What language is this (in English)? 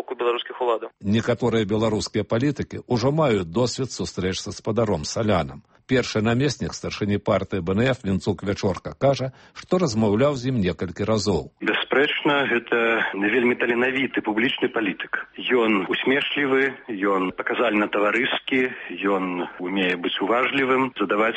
Belarusian